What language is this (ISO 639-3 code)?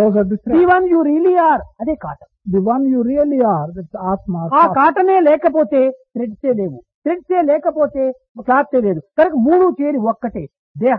tel